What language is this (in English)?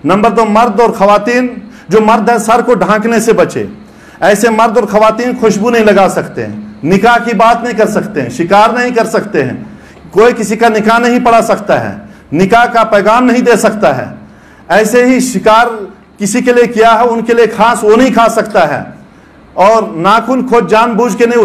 Urdu